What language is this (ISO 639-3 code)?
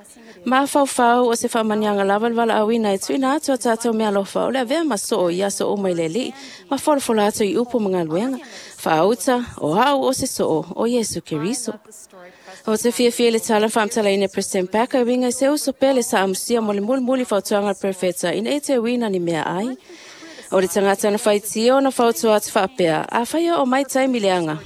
smo